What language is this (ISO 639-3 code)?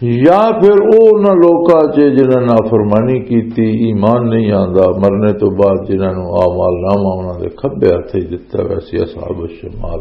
lah